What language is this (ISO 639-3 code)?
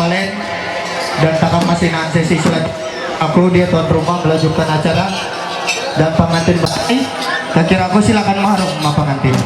mhy